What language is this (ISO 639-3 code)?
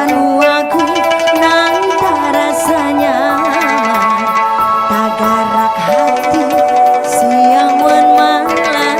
bjn